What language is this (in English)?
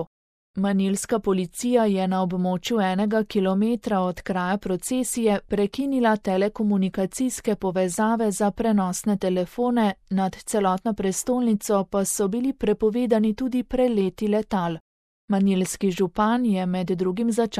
Slovenian